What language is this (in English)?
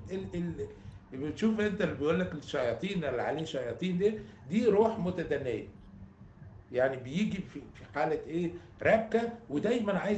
Egyptian Arabic